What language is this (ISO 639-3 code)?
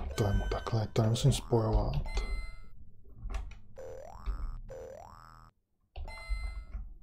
ces